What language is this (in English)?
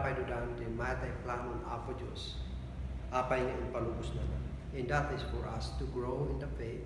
Kankanaey